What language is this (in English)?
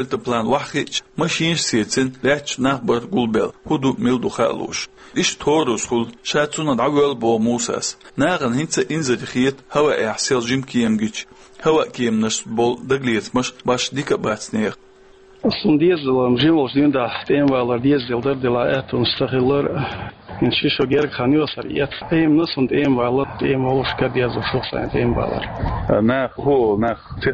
Chechen